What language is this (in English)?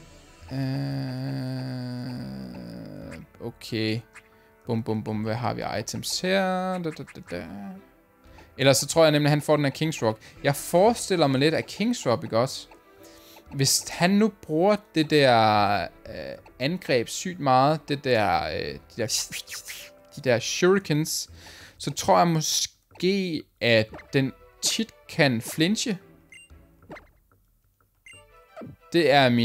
Danish